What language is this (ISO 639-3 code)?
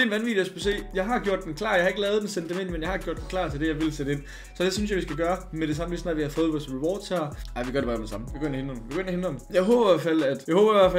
dan